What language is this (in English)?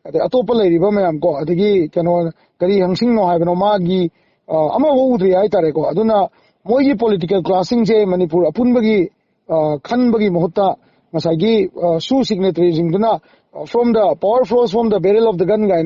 Manipuri